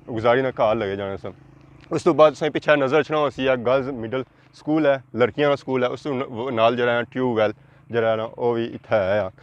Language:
Pahari-Potwari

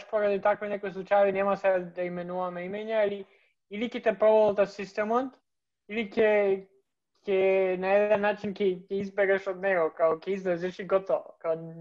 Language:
Macedonian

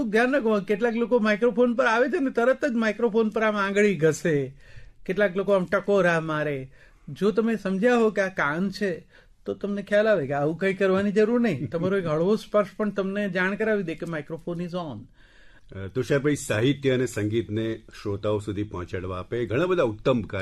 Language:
Gujarati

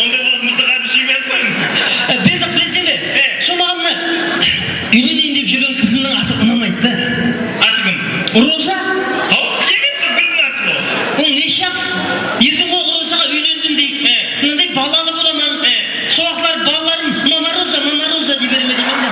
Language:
Kara-Kalpak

